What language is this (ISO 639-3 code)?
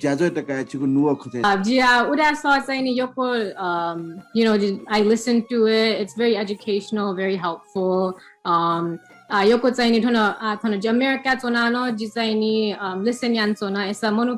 new